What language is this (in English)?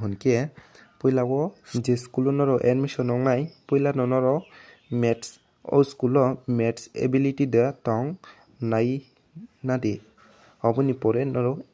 Kok Borok